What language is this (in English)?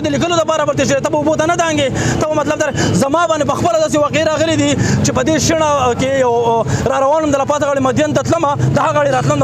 Pashto